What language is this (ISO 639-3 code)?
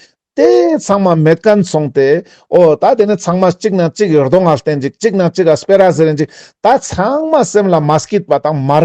lbj